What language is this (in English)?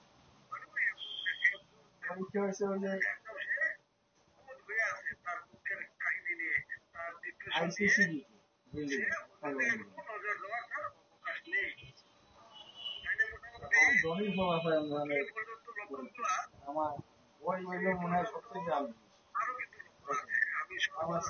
Bangla